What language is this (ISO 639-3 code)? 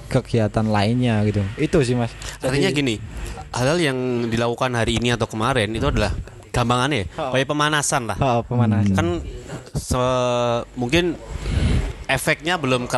ind